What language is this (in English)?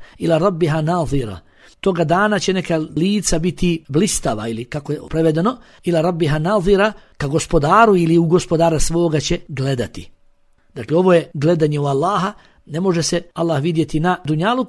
Bosnian